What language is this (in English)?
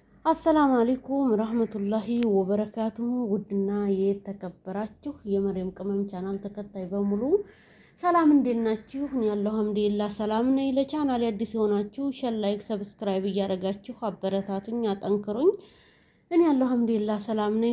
Amharic